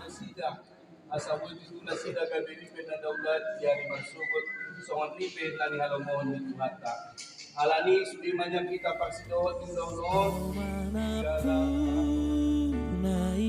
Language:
Batak Toba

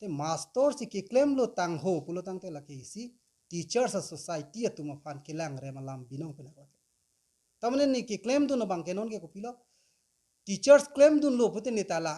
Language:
Karbi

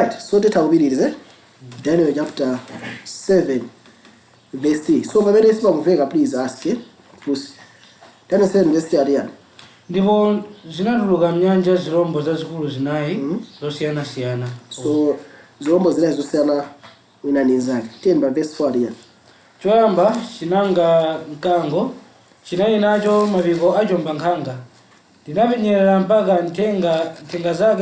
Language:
Nyanja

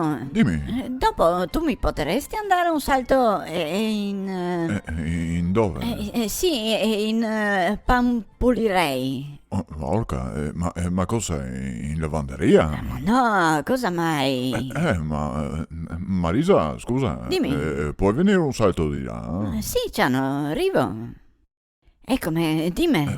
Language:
Venetian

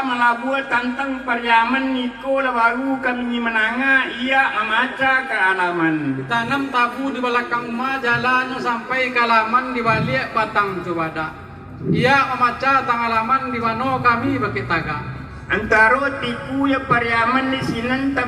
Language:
Minangkabau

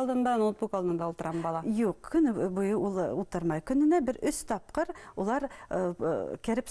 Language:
Bashkir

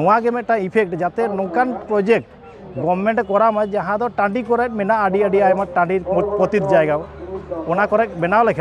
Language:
Santali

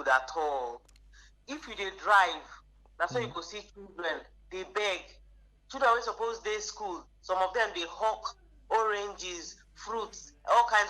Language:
Nigerian Pidgin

